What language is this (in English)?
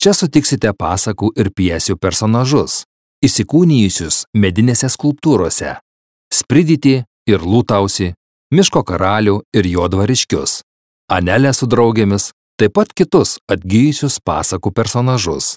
Lithuanian